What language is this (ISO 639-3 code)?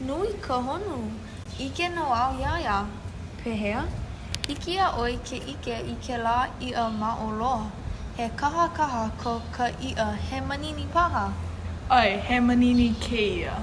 haw